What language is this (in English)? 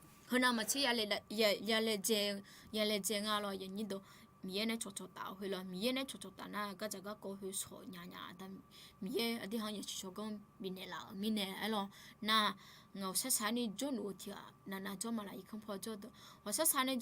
Akha